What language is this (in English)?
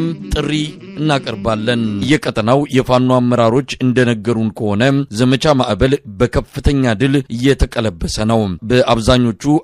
Amharic